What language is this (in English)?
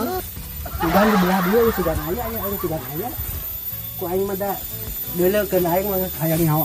Sundanese